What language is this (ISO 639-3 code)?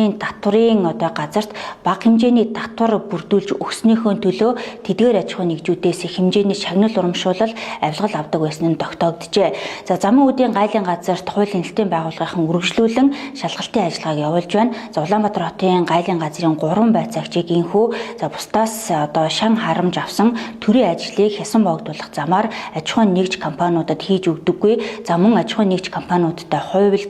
mon